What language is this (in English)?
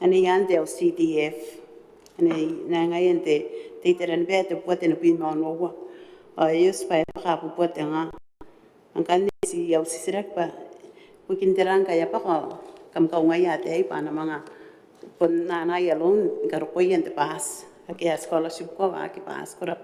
Gilbertese